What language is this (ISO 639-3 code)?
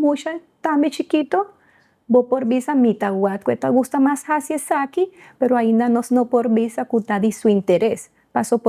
pap